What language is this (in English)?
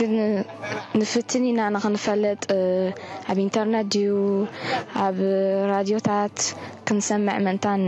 Tigrinya